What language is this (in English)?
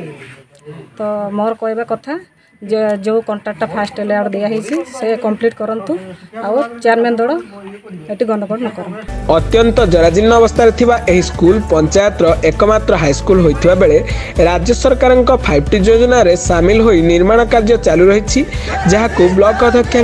Odia